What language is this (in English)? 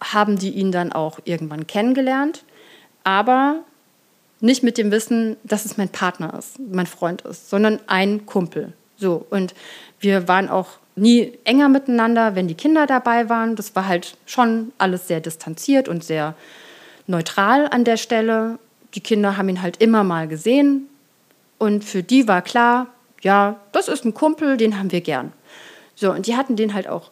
German